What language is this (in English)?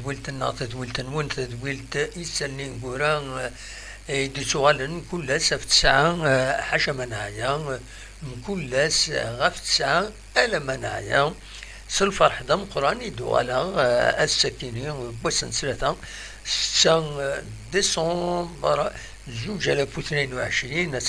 Kabyle